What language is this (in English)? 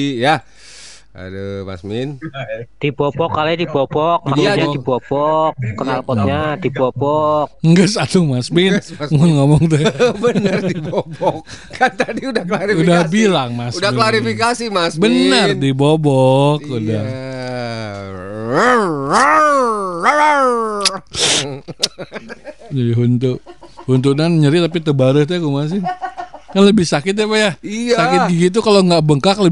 Indonesian